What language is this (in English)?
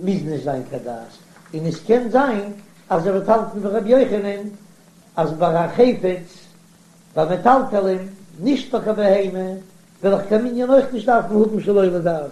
Yiddish